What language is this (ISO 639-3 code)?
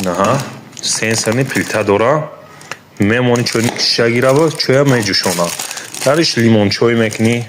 tgk